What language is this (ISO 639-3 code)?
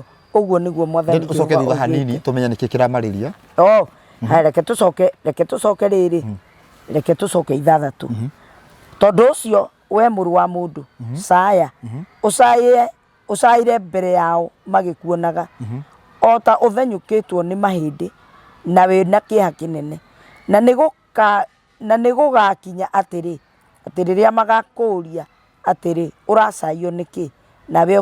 kik